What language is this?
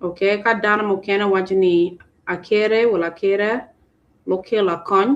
Acoli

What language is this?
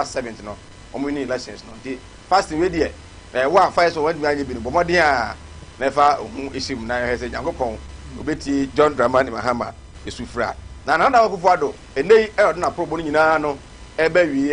Akan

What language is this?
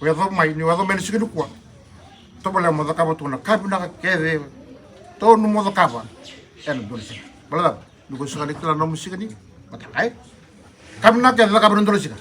Fijian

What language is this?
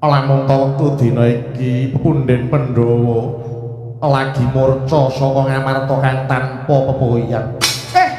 Javanese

